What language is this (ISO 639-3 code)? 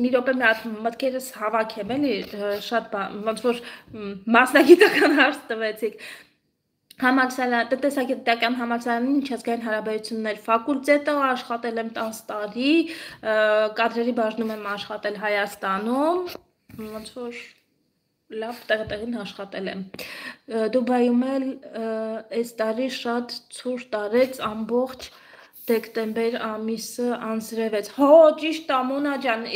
hye